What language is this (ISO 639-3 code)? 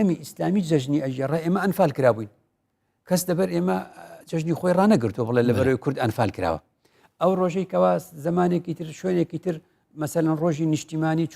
ckb